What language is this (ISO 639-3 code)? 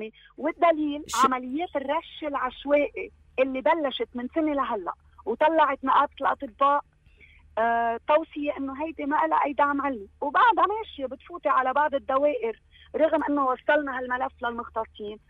apc